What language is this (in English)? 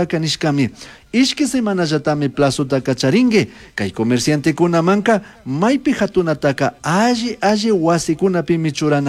Chimborazo Highland Quichua